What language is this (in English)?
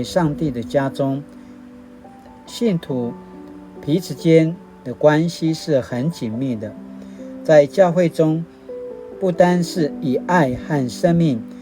Paiwan